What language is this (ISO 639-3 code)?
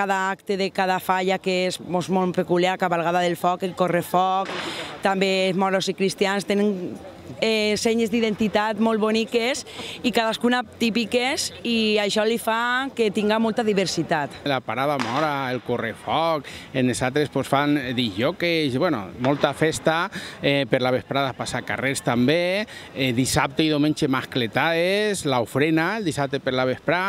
cat